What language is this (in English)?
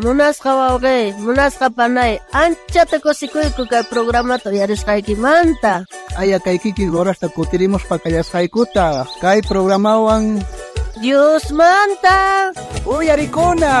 South Bolivian Quechua